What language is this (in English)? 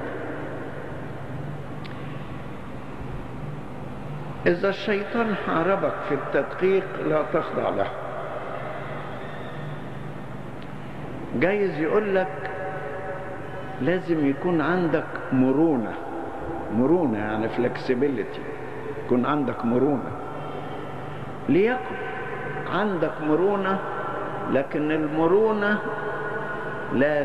Egyptian Arabic